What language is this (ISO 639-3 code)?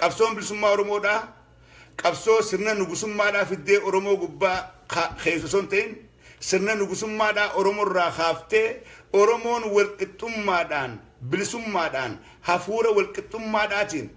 orm